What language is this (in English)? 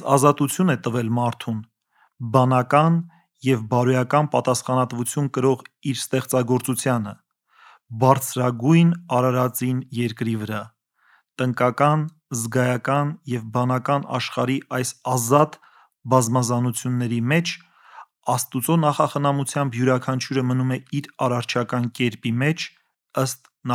Armenian